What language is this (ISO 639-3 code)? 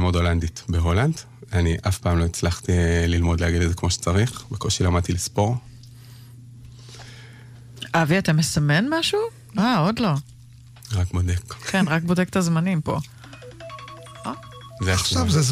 heb